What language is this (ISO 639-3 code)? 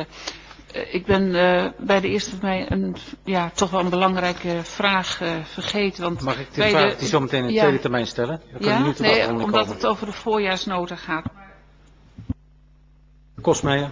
nld